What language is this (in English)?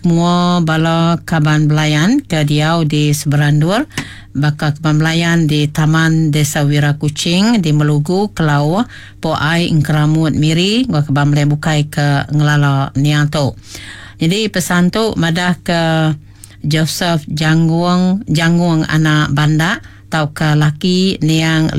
Iban